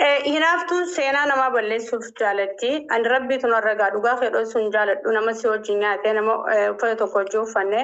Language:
Oromo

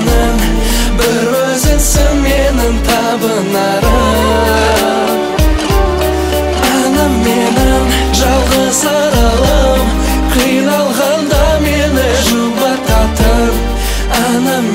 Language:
Kazakh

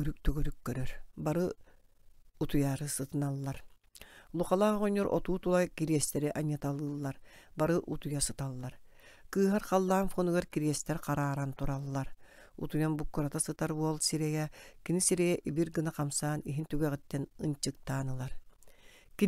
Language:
Yakut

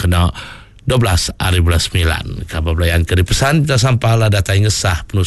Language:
Iban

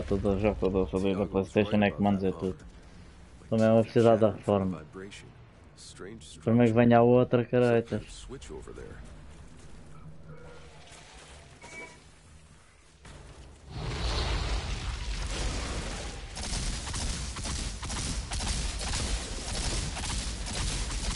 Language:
Portuguese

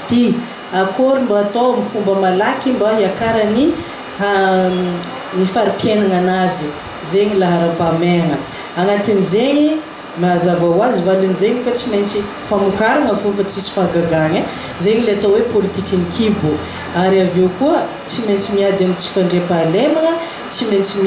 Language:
Malagasy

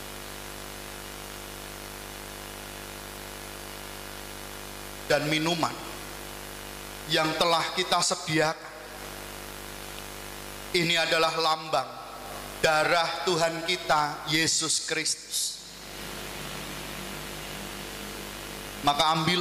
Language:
Indonesian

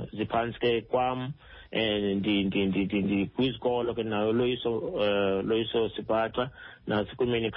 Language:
Xhosa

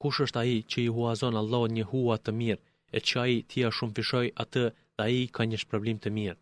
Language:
Albanian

